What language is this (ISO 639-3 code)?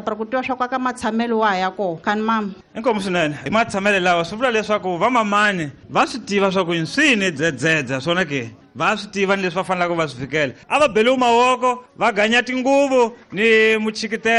tso